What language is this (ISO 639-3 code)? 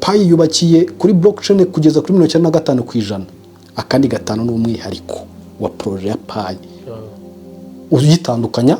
kin